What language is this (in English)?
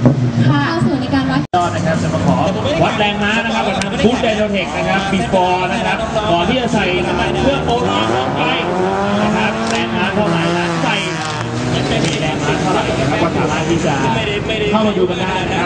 Thai